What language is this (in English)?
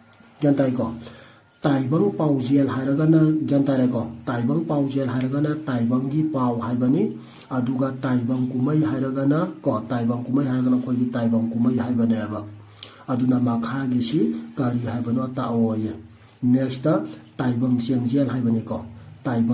Manipuri